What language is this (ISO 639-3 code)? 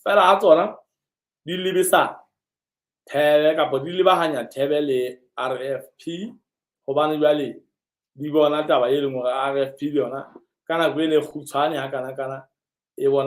sot